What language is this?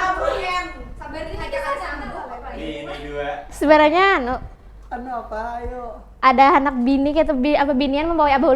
Banjar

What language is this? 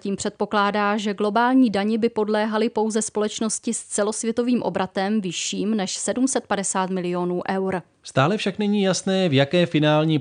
Czech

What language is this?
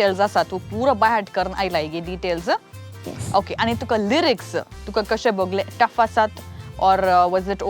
Konkani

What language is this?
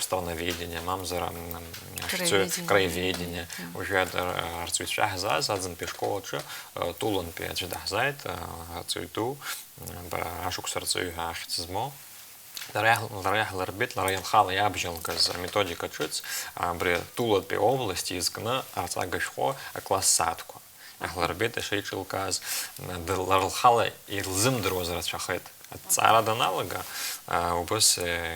Abkhazian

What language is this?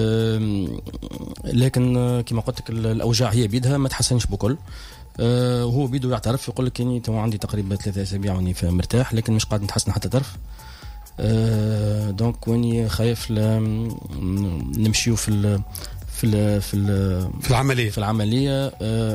Tunisian Arabic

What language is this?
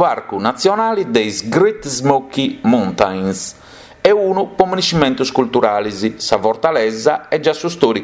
Sardinian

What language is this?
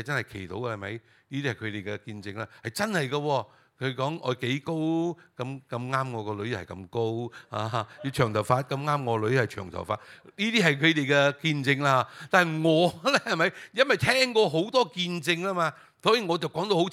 Cantonese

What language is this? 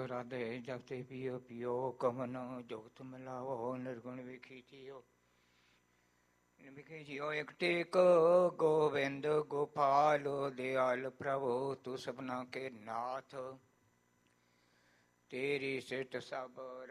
Punjabi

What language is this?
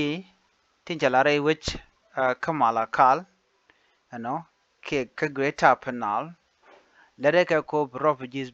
Nuer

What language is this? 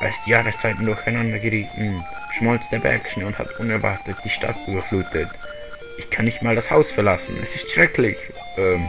Swiss German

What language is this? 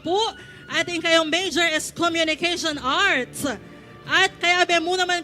Pampanga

